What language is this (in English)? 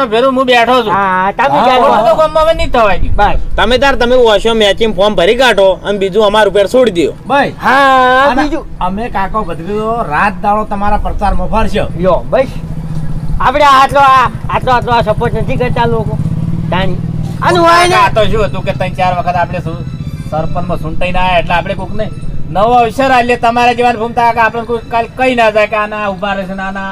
Gujarati